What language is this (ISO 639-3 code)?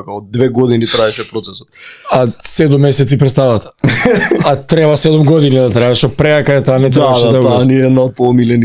mkd